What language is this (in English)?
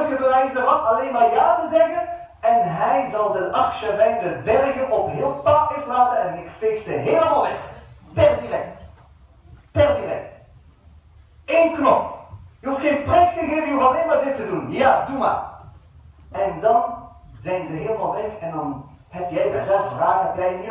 Dutch